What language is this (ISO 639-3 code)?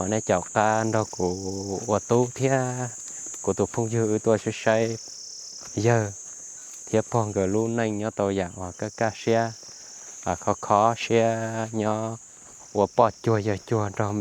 hmn